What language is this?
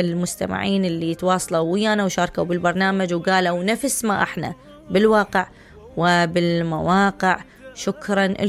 Mesopotamian Arabic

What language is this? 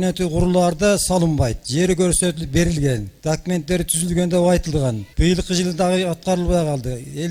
Kyrgyz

